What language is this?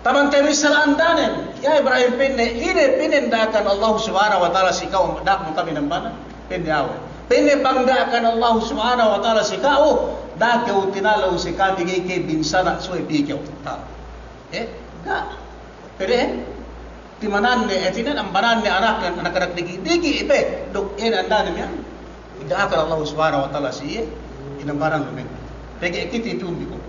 Yakan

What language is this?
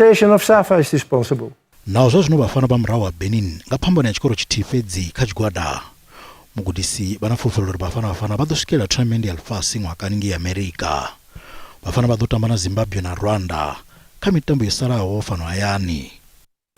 Venda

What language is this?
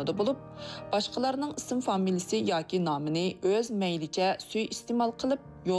Uyghur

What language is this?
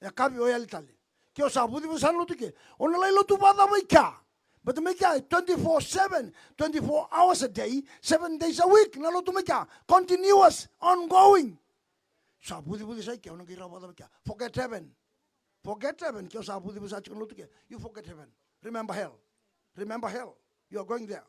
Fijian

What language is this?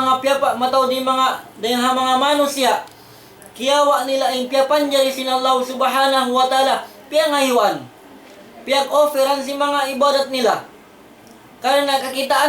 Tausug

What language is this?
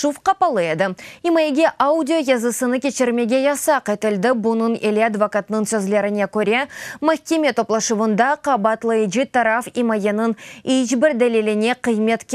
Crimean Tatar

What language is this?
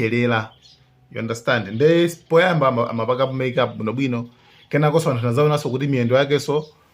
Nyanja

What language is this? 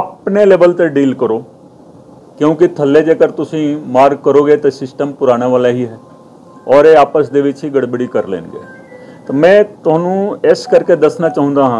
Punjabi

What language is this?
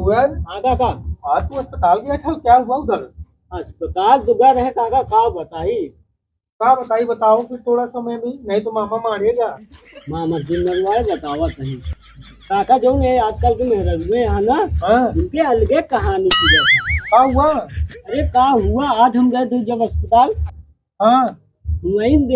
Awadhi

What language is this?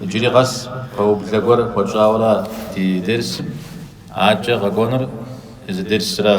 Kabardian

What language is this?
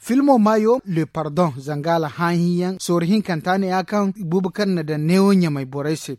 Zarma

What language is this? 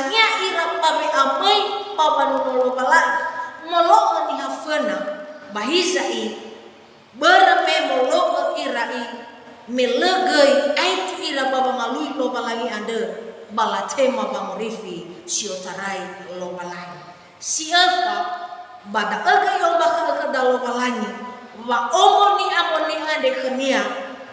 Nias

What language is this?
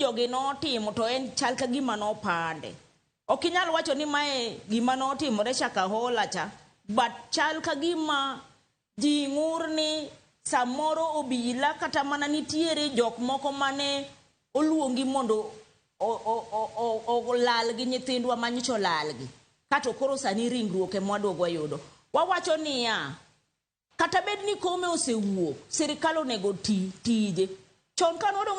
Luo (Kenya and Tanzania)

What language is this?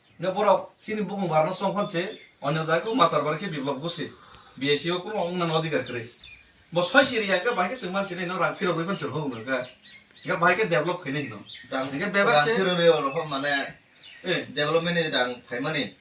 Kok Borok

